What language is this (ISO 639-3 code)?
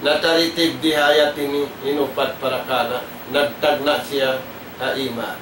tsg